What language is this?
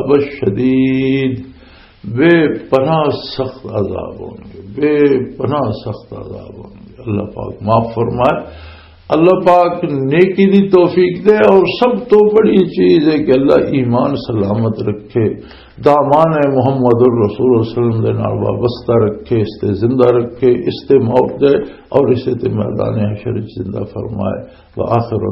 Western Panjabi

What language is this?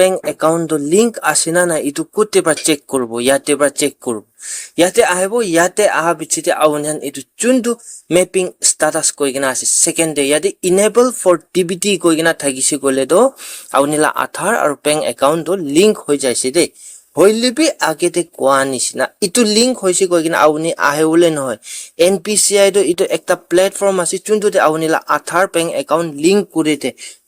Naga Pidgin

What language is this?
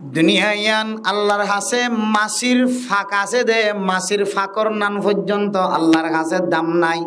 Rohingya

